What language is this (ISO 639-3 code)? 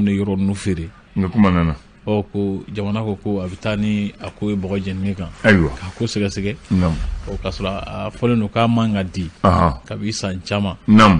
bam